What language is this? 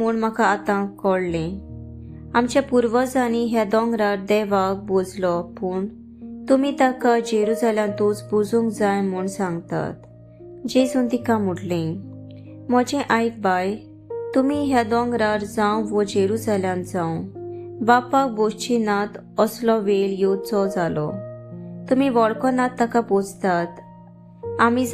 Konkani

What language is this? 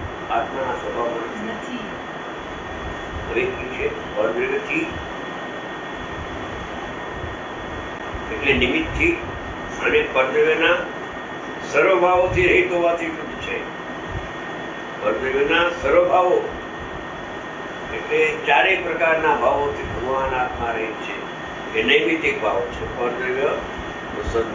Gujarati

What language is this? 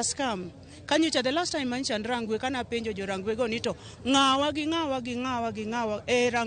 Luo (Kenya and Tanzania)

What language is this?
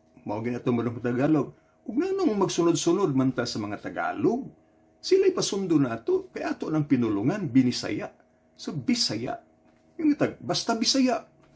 Cebuano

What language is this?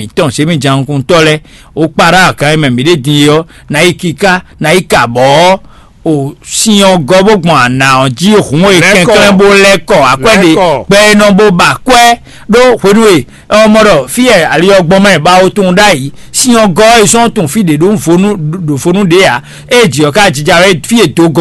Fon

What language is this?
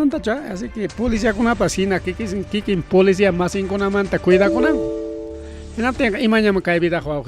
Ayacucho Quechua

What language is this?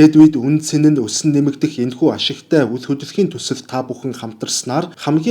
Mongolian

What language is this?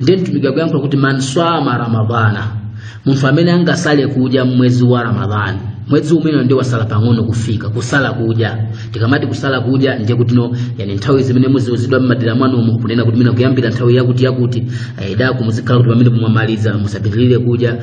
Nyanja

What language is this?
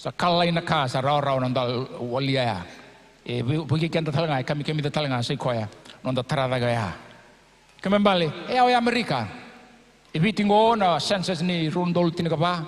Fijian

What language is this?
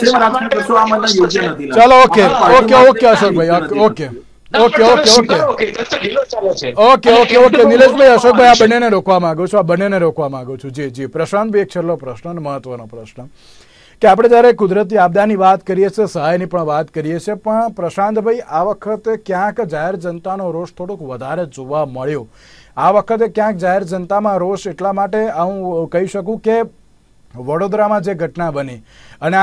Gujarati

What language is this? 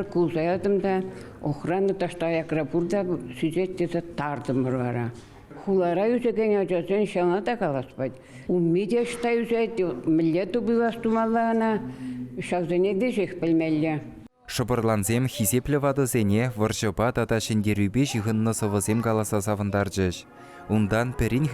Chuvash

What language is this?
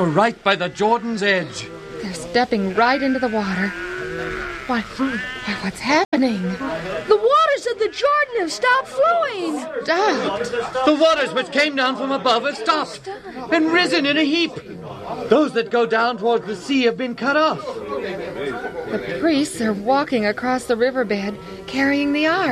English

